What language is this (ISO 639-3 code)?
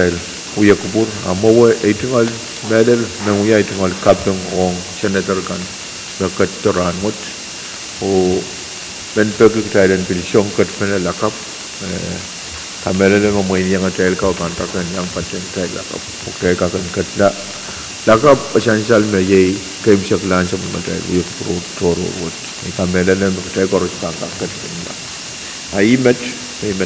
pon